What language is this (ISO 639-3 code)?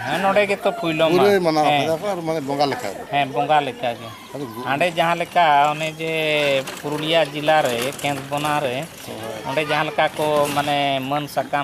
sat